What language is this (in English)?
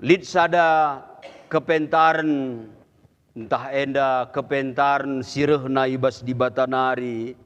Batak Karo